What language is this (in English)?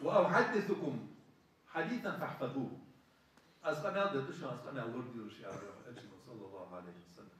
Ingush